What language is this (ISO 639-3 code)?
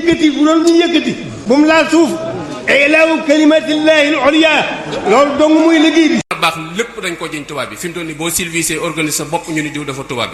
wol